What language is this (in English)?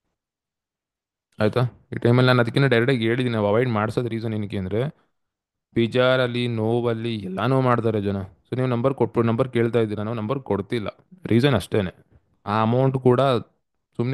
Kannada